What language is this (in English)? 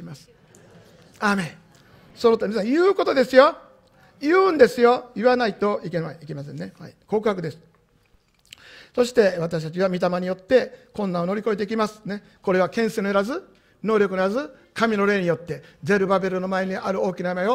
Japanese